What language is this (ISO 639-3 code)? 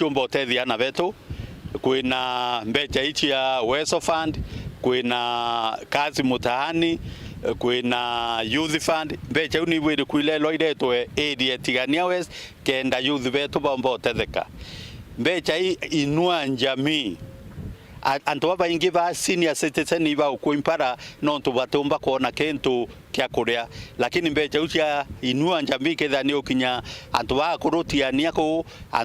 mer